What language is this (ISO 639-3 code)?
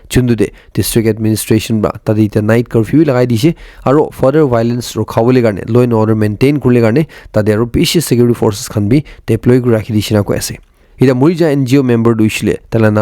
nag